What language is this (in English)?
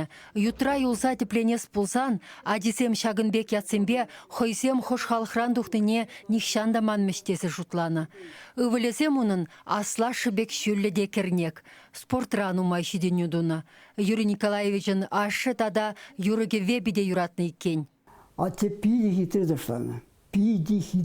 Chuvash